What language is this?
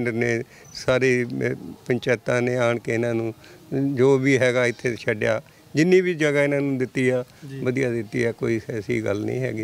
Punjabi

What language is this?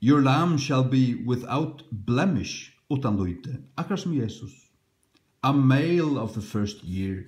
Faroese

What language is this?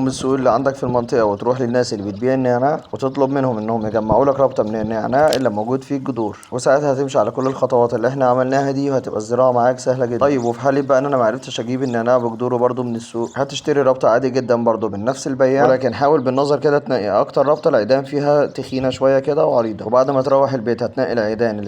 Egyptian Arabic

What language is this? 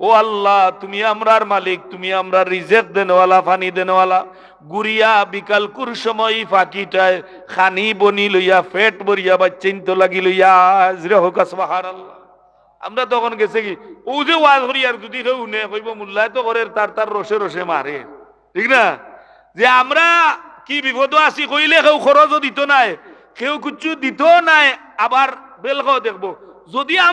Sylheti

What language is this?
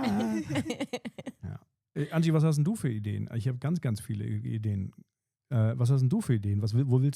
Swiss German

